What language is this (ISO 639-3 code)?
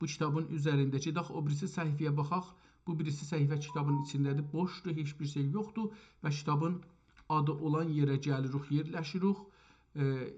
azb